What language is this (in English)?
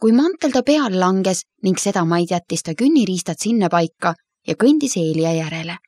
Estonian